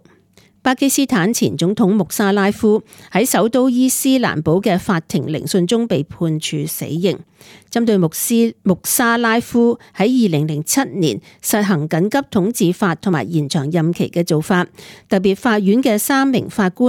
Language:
Cantonese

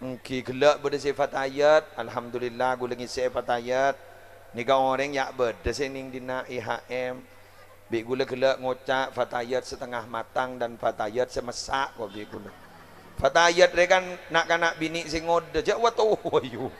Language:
Madurese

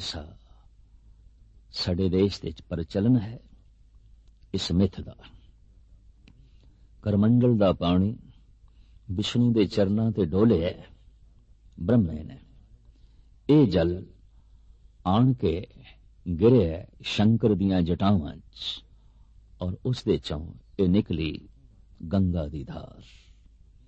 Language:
Punjabi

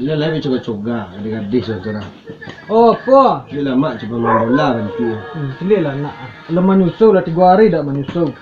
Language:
Minangkabau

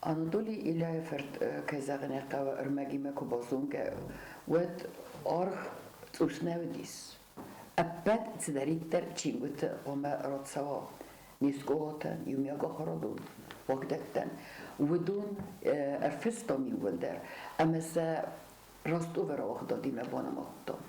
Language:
Ossetic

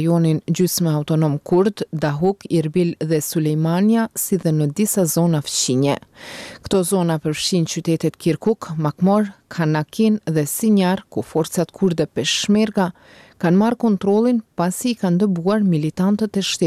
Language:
Albanian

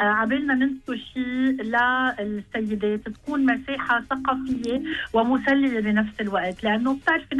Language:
Gulf Arabic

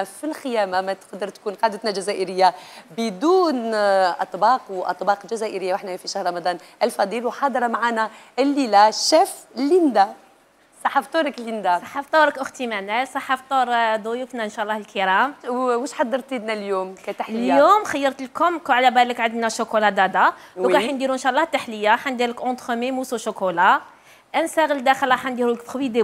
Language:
Algerian Arabic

